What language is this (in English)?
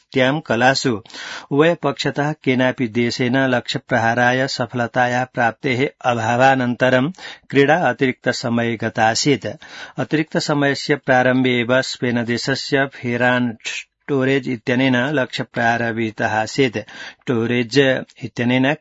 Sanskrit